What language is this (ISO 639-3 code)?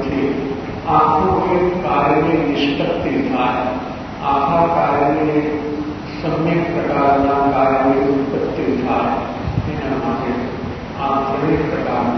guj